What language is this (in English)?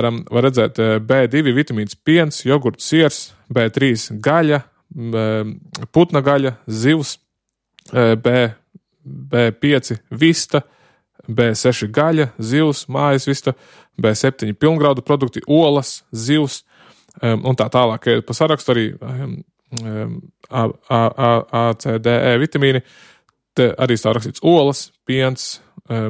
Latvian